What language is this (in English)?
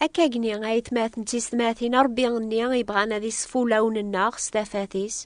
Kabyle